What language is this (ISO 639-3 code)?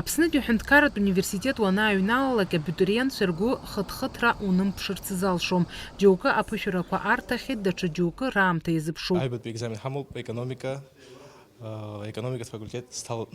abk